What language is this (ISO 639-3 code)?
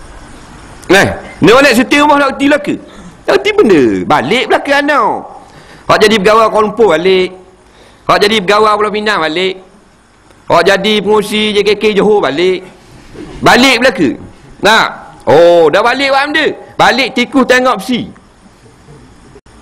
msa